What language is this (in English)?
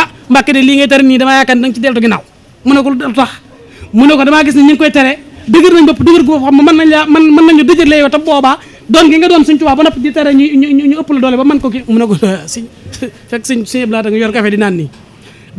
Wolof